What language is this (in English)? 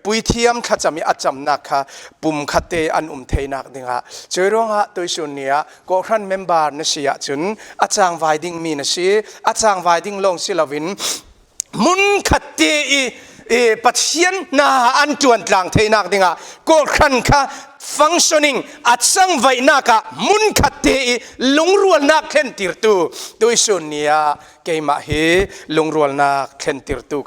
Falam Chin